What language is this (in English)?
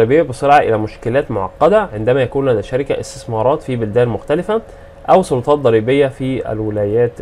Egyptian Arabic